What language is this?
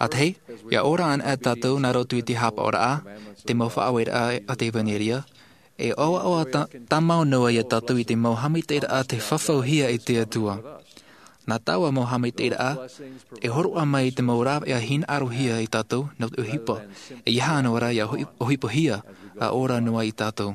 Tahitian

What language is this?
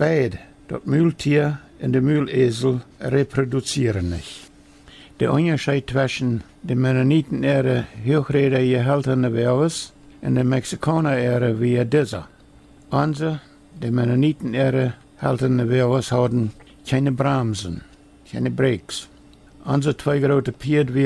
Plautdietsch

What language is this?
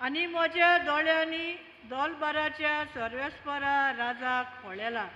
Konkani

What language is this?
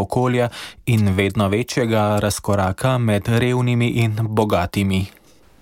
Slovenian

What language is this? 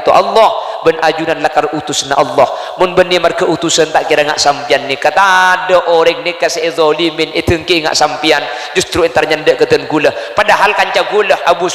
Madurese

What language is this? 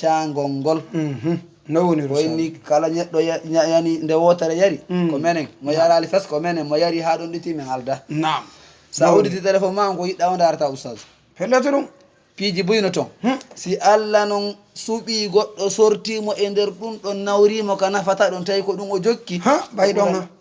Fula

